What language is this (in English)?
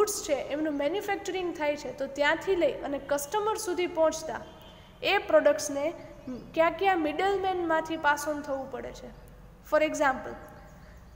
Gujarati